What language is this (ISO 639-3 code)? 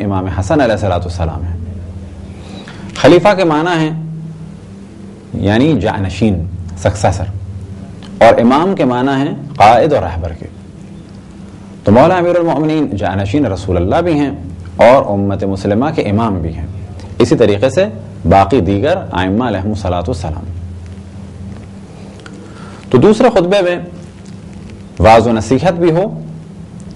urd